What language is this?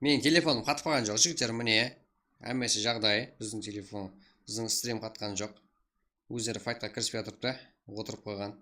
Kara-Kalpak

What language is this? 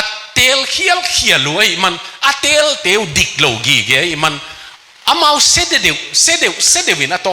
Tedim Chin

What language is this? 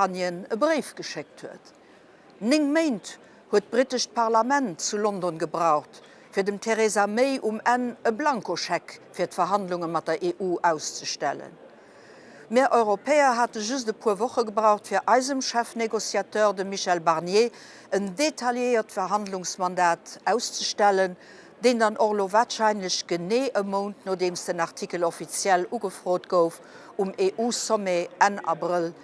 Luxembourgish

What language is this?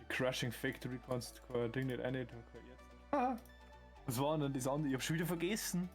Bavarian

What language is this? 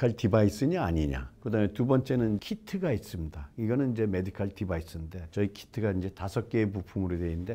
Korean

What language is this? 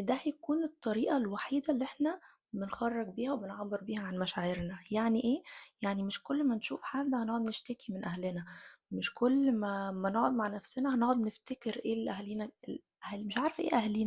Egyptian Arabic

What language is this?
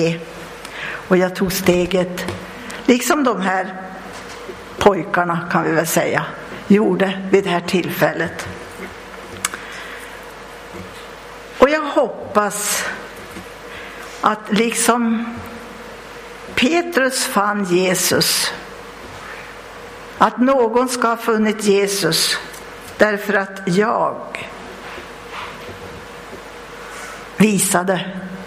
Swedish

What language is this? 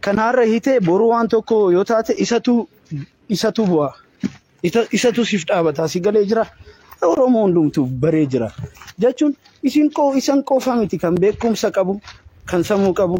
Oromo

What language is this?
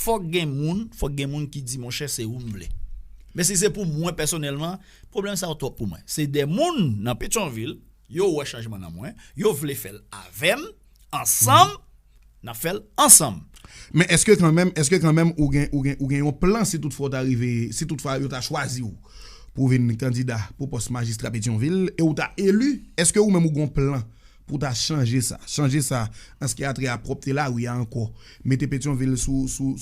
Haitian Creole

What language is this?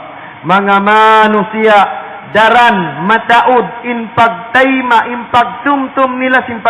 Tausug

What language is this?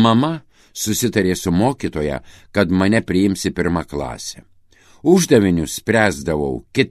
Lithuanian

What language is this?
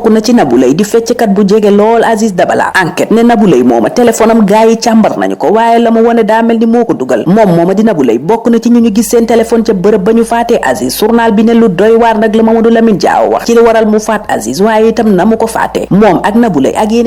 Wolof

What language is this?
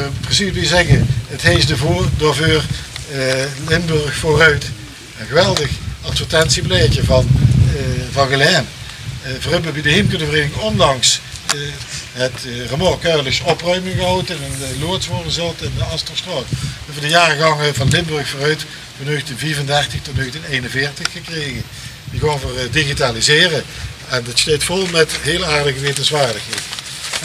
Limburgish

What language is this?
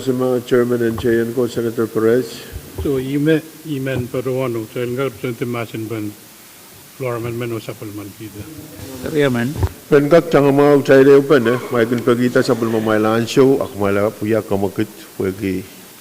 Pohnpeian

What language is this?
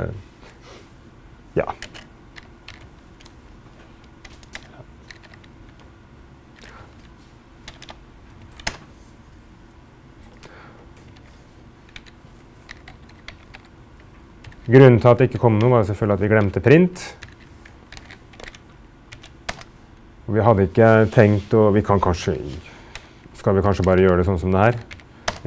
Norwegian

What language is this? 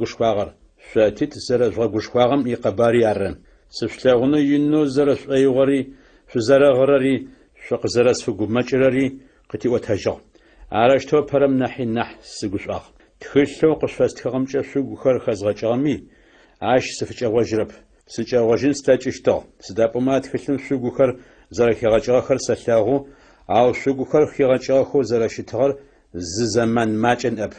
Adyghe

